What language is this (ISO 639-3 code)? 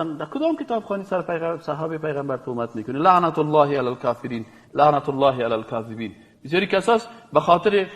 fas